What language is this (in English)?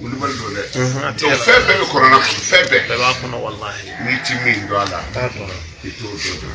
Bambara